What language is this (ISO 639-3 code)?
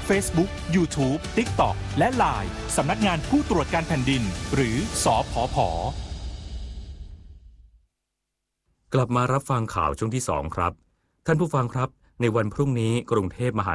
tha